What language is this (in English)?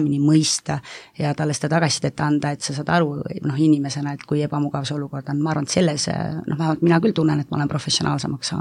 Estonian